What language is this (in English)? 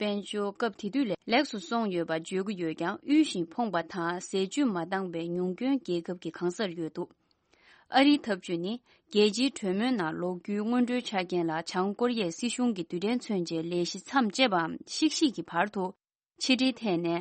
Tibetan